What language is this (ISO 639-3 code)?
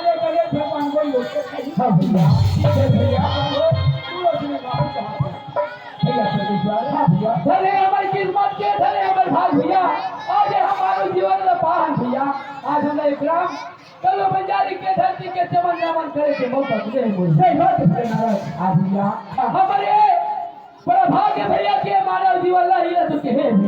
hne